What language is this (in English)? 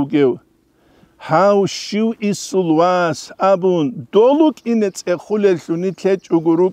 Avaric